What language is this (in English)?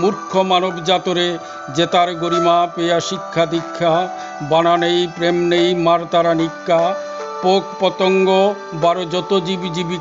Bishnupriya